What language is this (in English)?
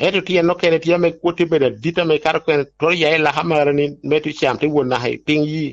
Lango (Uganda)